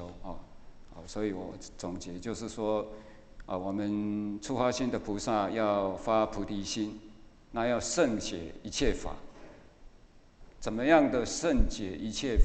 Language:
Chinese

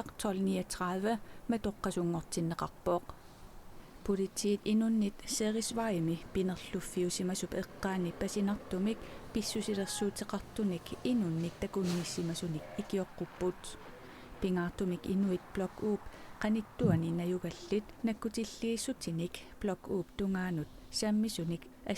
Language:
Kalaallisut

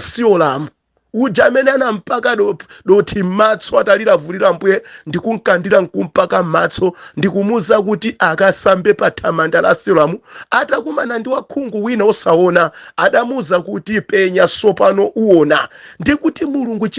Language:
Nyanja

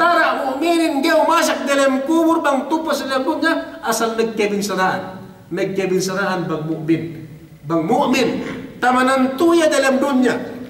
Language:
Yakan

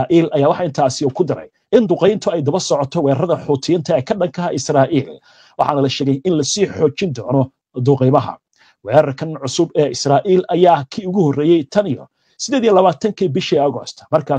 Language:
Somali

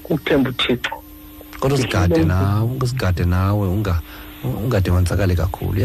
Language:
Xhosa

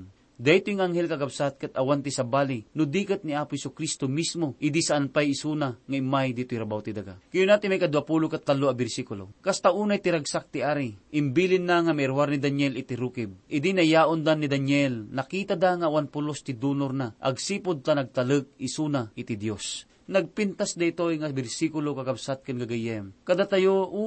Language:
Iloko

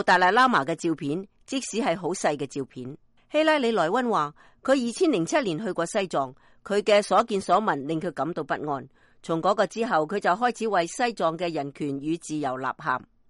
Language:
Cantonese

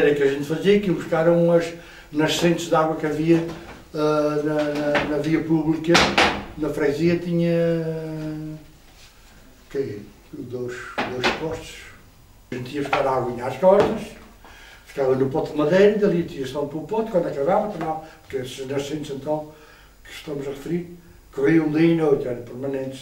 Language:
Portuguese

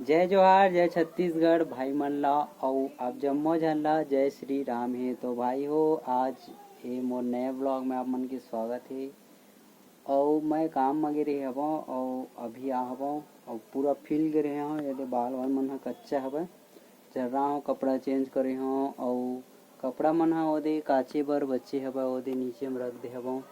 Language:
Chhattisgarhi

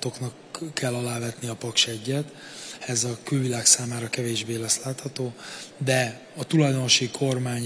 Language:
Hungarian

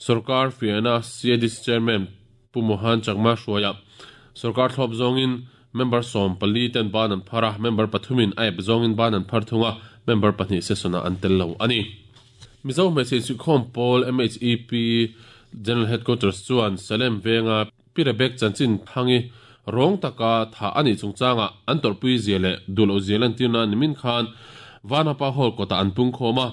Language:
Mizo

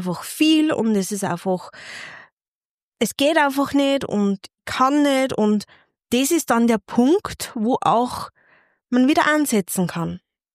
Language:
German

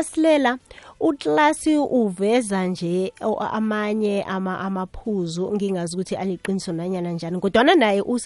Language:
South Ndebele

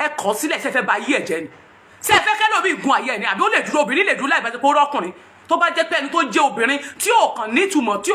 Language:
Yoruba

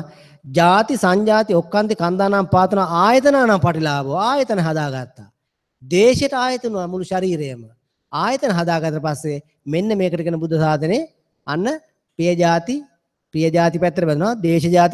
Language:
Sinhala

